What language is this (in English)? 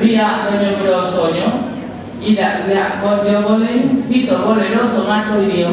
Musi